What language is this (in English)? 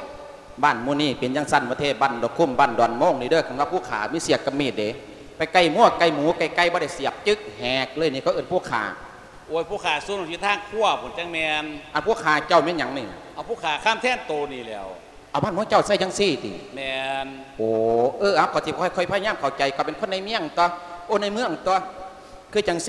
Lao